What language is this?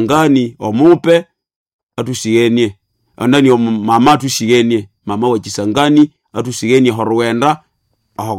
Nande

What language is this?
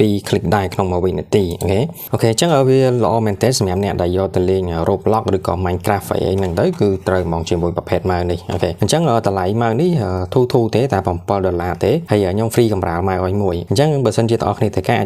Khmer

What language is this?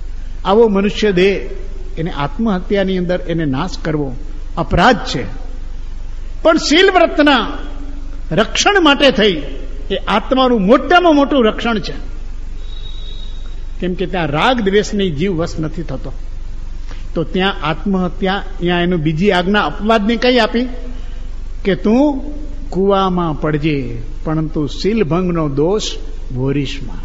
Gujarati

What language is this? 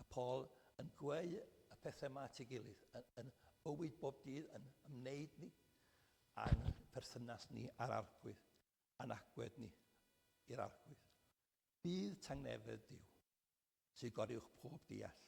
Welsh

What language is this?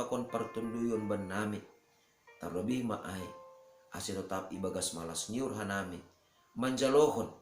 Batak Simalungun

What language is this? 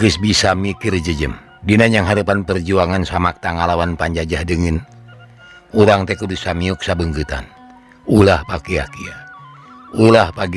Sundanese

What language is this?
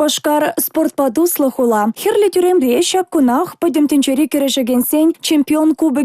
Chuvash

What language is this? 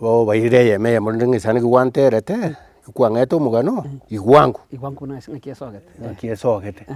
Gusii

